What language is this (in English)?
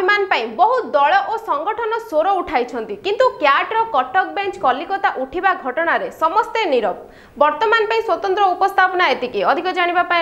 Odia